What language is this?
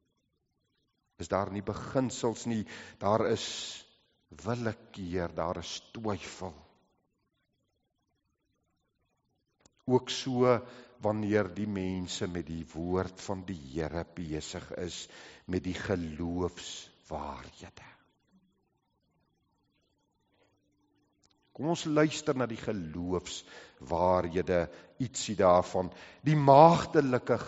Afrikaans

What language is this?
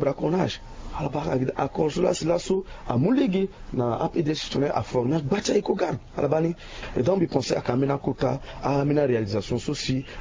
Sango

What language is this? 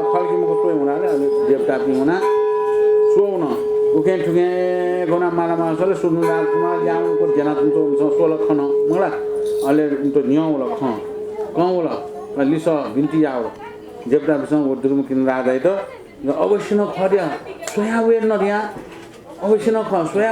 Newari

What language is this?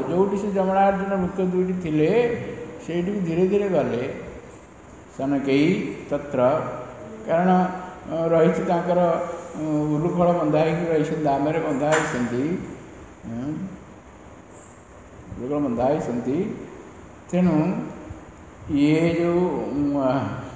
Odia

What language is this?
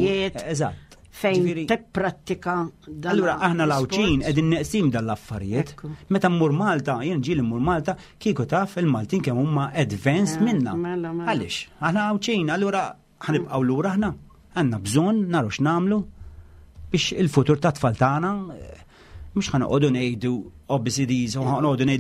Maltese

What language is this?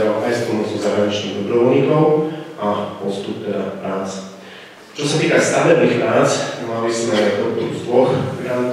Slovak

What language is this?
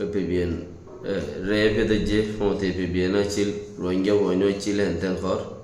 Rohingya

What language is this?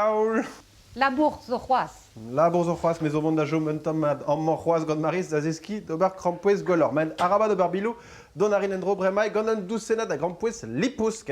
Breton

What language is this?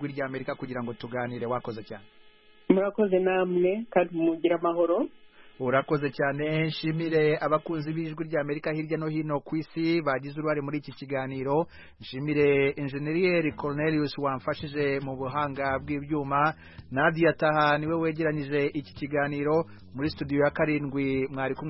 Kinyarwanda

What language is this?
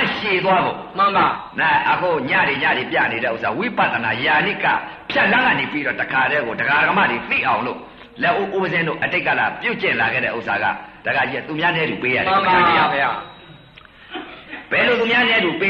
Burmese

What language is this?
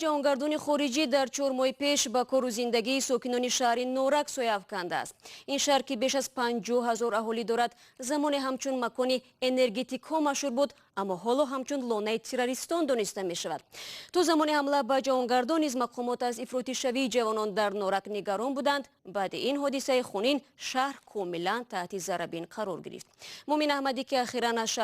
Tajik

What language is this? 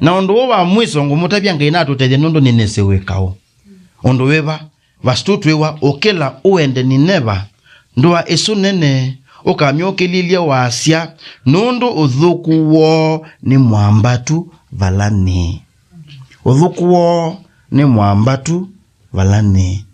Kamba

